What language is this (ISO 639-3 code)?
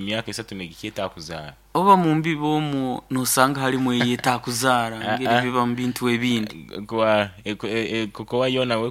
nyn